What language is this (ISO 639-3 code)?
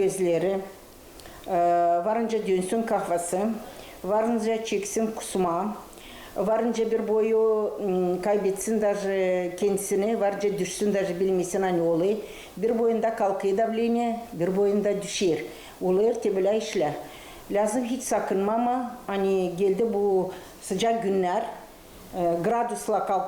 gag